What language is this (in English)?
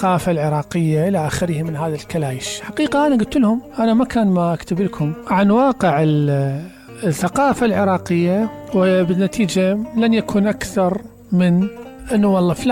Mesopotamian Arabic